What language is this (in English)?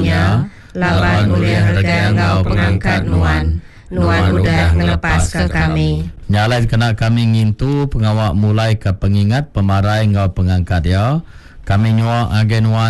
Iban